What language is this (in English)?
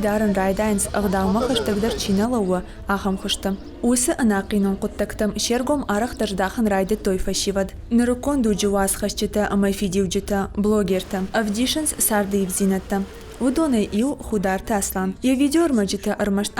Ossetic